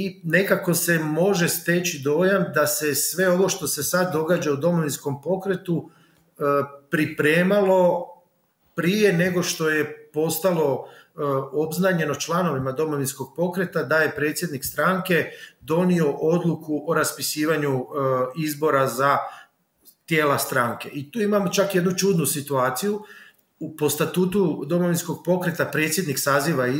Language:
Croatian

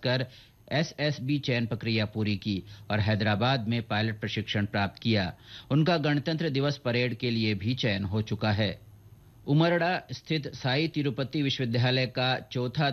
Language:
Hindi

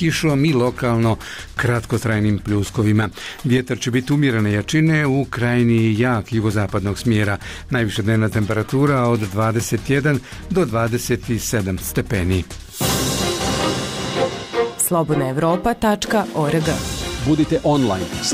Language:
Bosnian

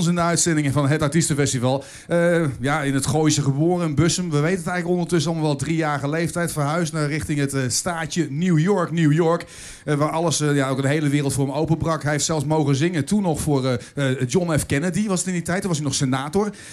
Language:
Dutch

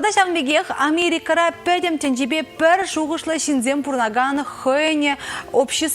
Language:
Chuvash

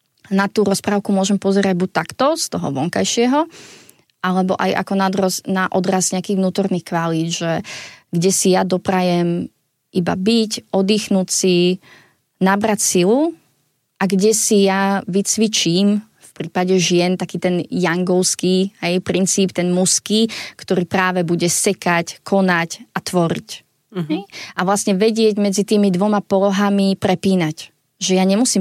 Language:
Slovak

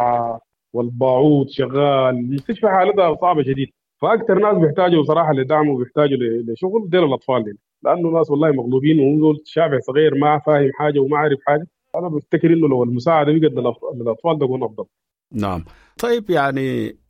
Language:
Sudanese Arabic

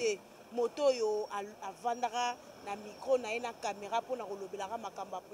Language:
Lingala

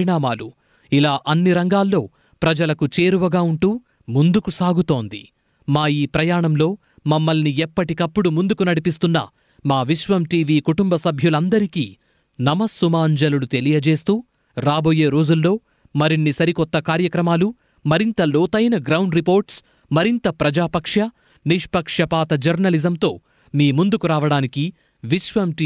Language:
Telugu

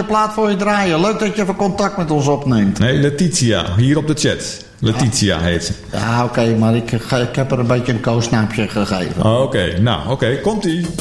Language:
Dutch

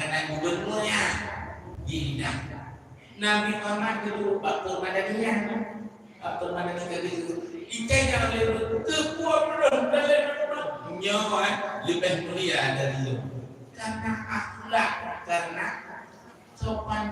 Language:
Achinese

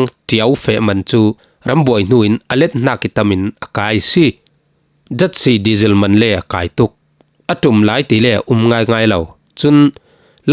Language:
Falam Chin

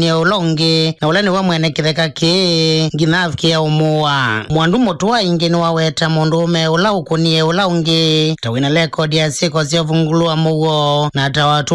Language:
Kamba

